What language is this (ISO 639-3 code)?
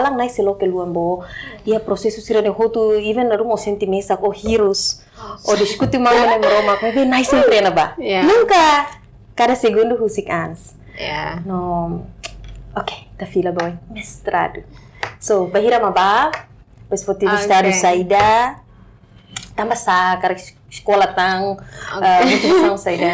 tet